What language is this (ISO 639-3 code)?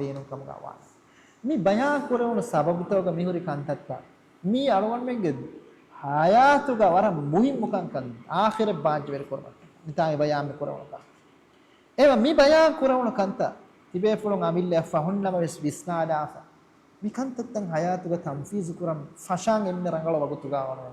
div